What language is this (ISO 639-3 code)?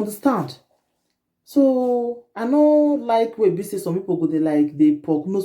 pcm